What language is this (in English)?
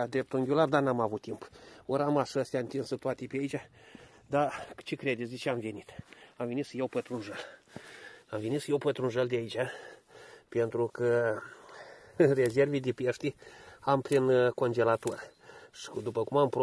Romanian